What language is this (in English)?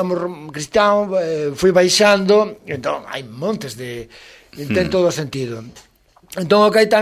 Galician